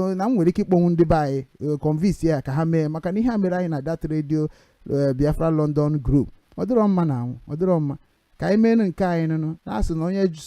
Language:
Igbo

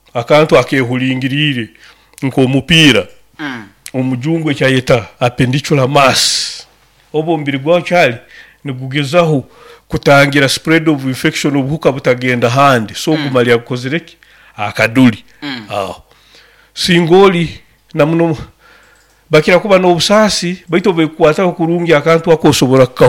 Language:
Nyoro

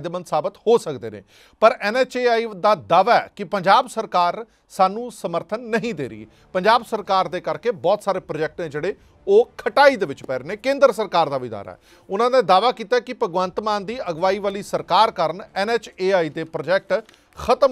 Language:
Punjabi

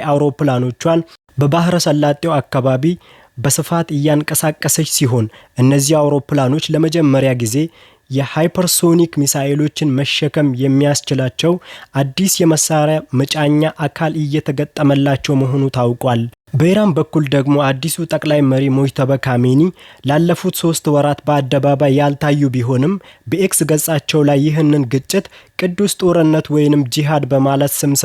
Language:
Amharic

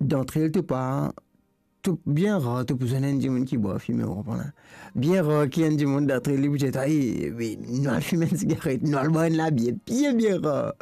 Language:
Morisyen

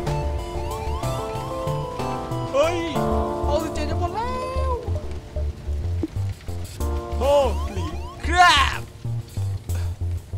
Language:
Thai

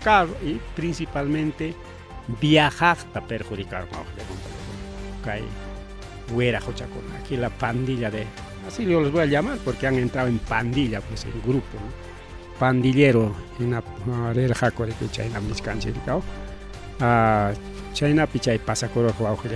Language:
Ayacucho Quechua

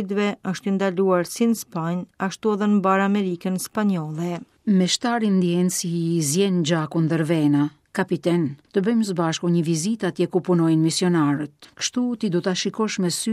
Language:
Albanian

